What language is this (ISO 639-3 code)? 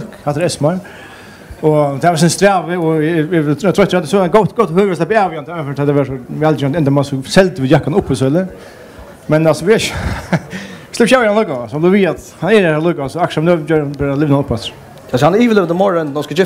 fao